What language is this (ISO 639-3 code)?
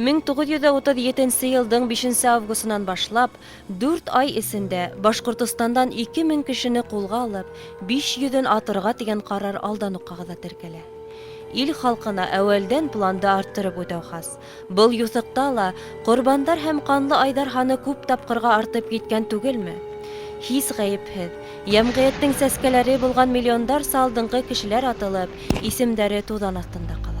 bak